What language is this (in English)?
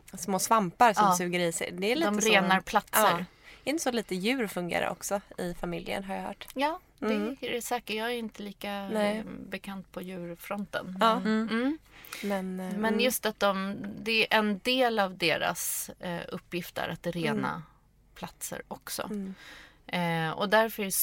Swedish